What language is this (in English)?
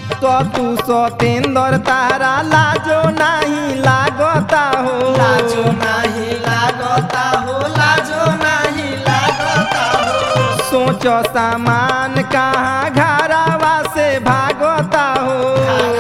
Bhojpuri